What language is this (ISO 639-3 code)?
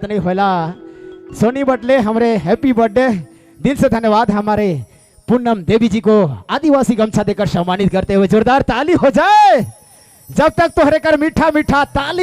sck